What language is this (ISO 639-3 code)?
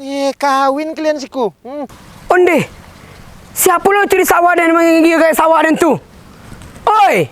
min